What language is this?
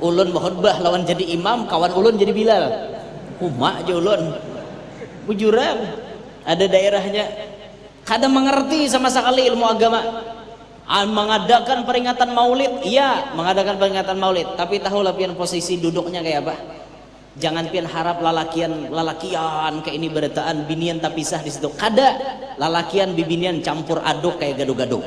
Banjar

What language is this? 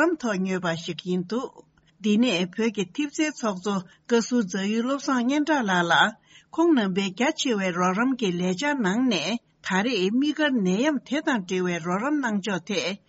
Tibetan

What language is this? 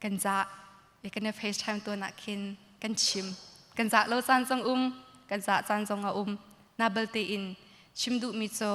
Hakha Chin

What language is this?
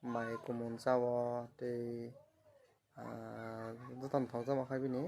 Kok Borok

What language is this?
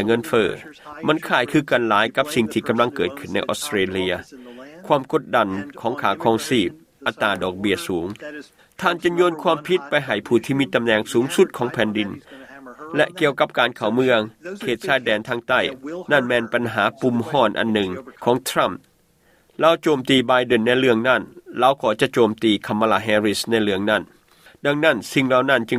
Lao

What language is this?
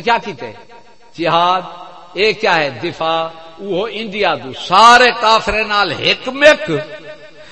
Saraiki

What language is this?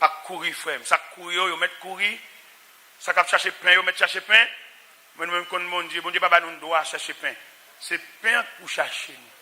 Haitian Creole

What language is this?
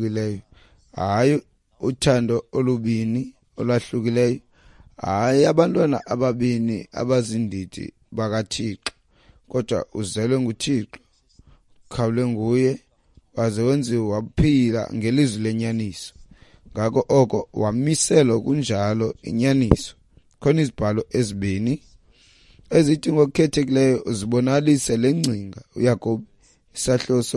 Xhosa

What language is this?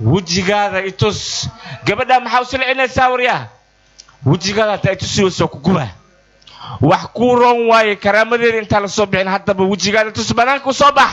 Somali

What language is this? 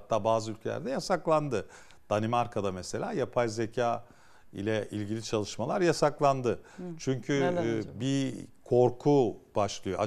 Turkish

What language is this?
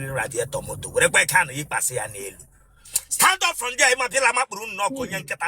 Igbo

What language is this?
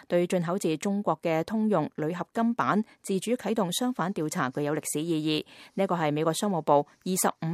Cantonese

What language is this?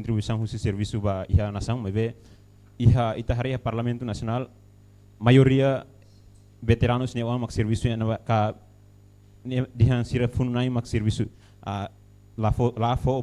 Tetum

